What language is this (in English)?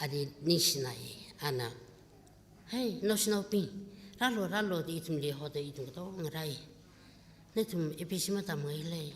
Tangkhul Naga (India)